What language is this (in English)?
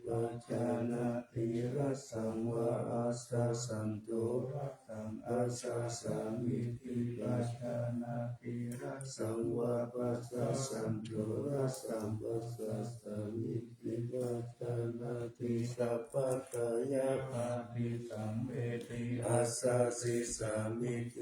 Pali